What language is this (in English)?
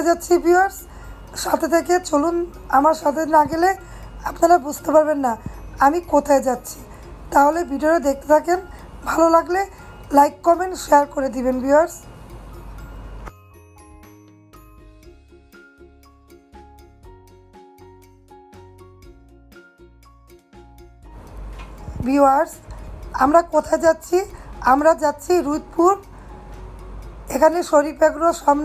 Bangla